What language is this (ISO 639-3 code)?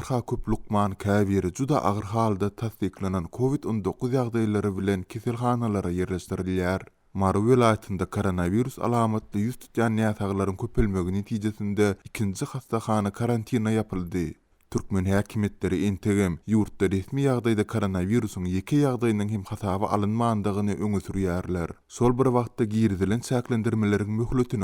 tuk